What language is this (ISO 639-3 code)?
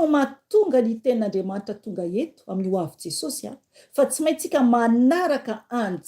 mlg